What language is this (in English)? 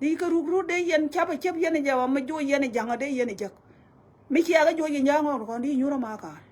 Nuer